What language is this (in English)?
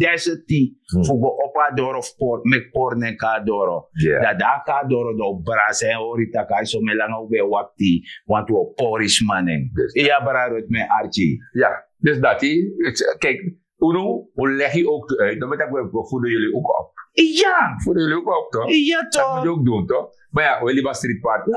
Sranan Tongo